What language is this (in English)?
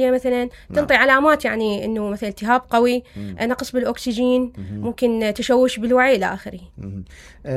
Mesopotamian Arabic